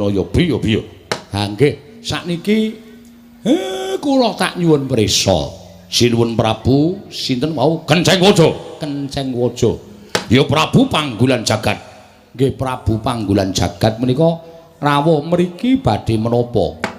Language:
Javanese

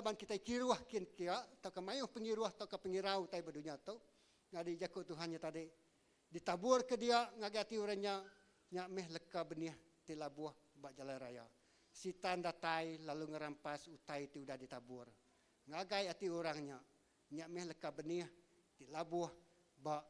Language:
Iban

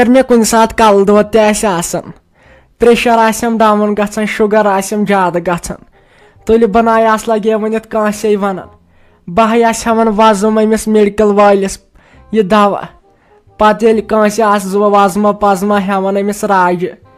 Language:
Kashmiri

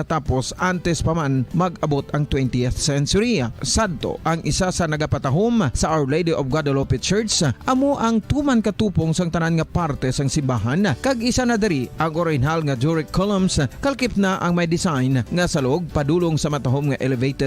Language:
Hiligaynon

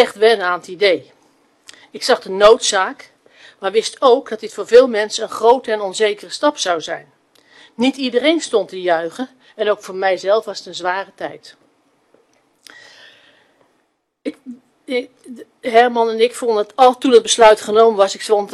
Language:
Dutch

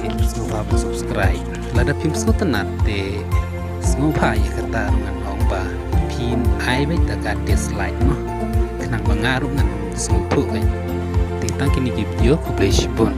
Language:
Khasi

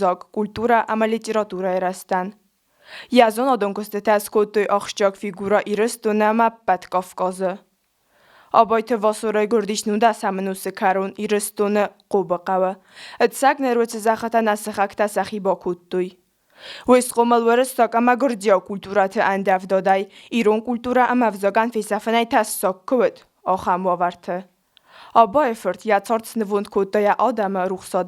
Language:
Ossetic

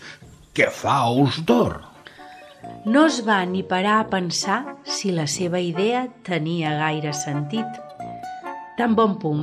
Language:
Catalan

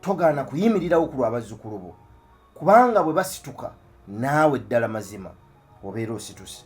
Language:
Ganda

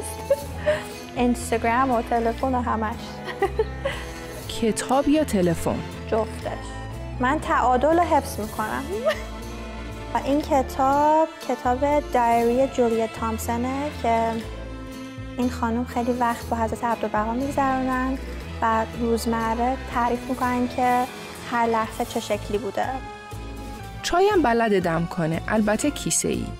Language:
Persian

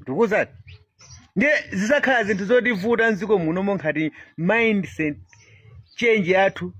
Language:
Nyanja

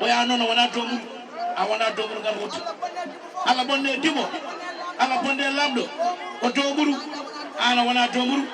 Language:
Fula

